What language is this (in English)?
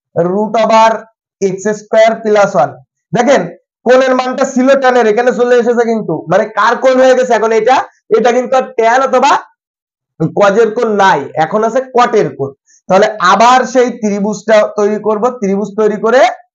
Bangla